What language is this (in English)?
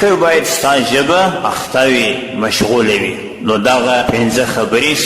Pashto